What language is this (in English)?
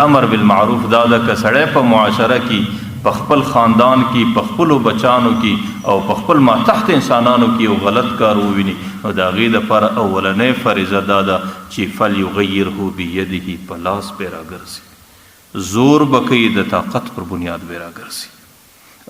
Pashto